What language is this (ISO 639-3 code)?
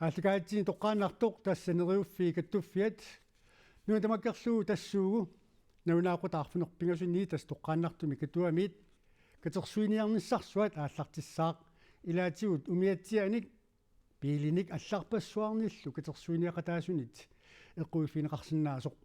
kal